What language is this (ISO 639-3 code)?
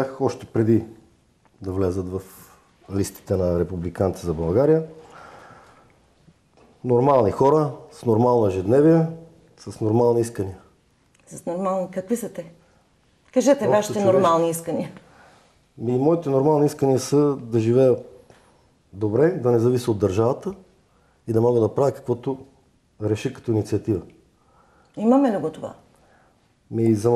bul